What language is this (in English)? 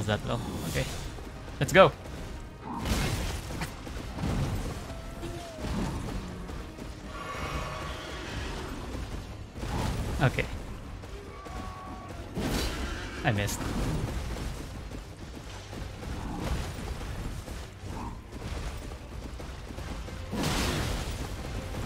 English